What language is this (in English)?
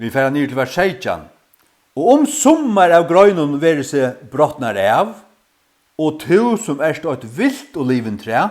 Faroese